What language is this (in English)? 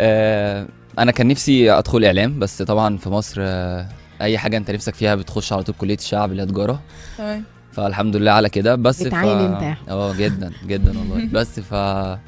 Egyptian Arabic